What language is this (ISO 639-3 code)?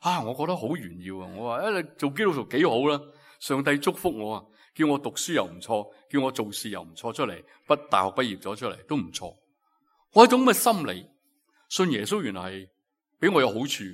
yue